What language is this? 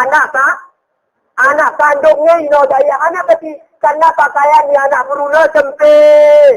Gayo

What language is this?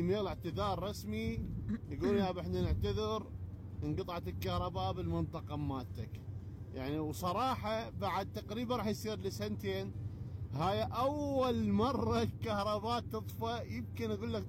Mesopotamian Arabic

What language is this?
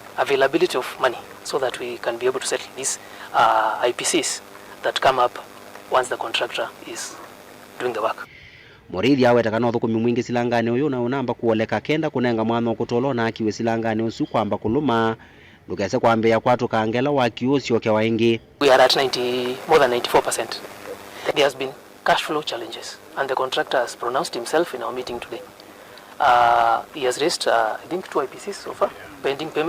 Kamba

